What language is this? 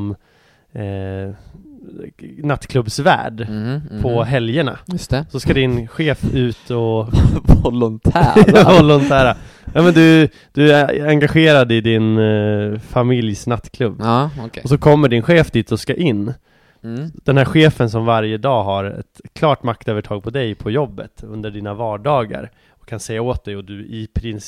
Swedish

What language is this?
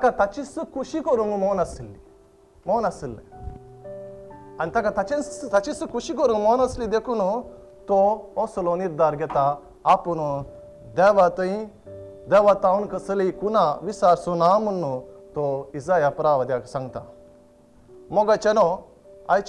Konkani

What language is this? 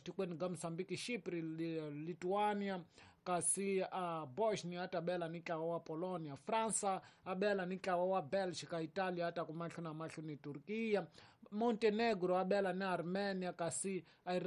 Tsonga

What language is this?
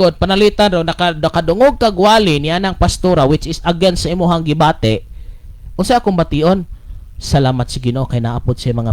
Cebuano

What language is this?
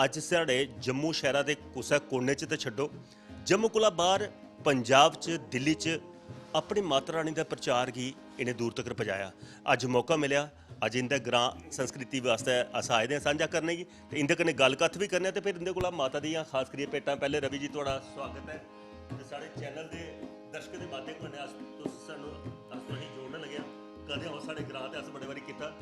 Dogri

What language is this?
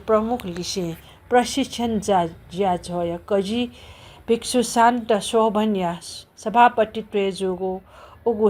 Newari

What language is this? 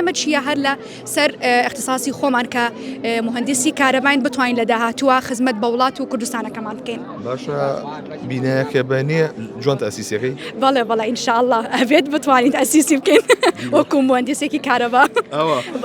Central Kurdish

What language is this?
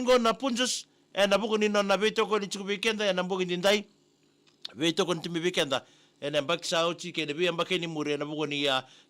Fijian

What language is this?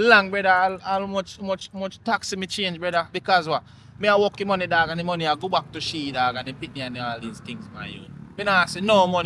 Jamaican Creole English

